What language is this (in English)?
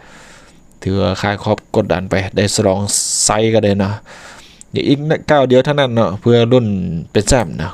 Lao